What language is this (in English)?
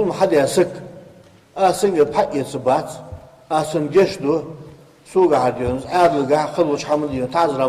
Ingush